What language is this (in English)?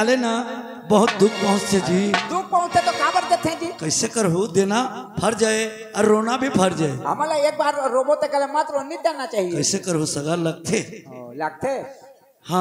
Chhattisgarhi